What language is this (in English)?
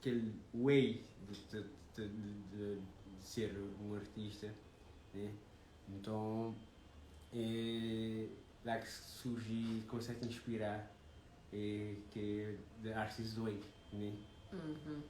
Kabuverdianu